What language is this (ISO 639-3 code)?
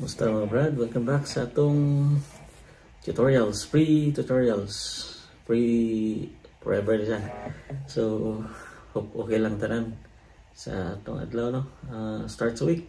ceb